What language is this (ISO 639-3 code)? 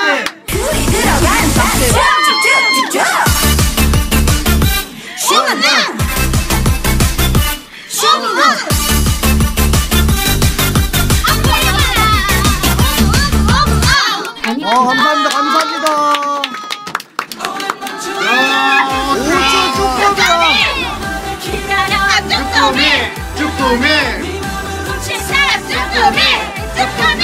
kor